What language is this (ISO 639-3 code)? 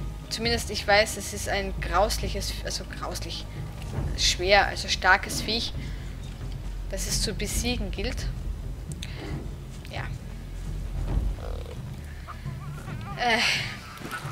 deu